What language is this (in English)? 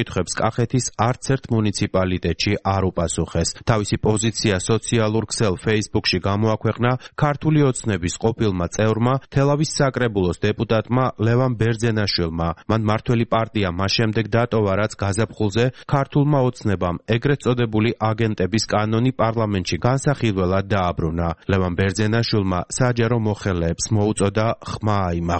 Georgian